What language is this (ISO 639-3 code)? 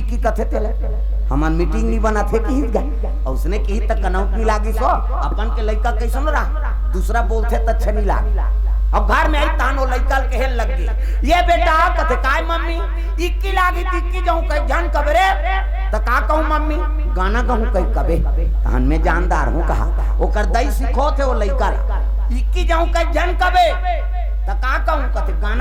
hne